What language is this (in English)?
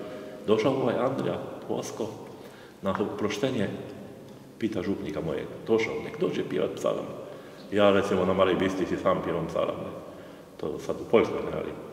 Croatian